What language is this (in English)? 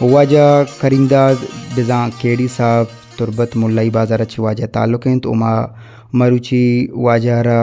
Eastern Balochi